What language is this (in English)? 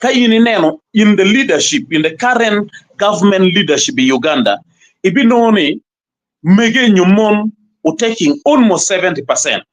Acoli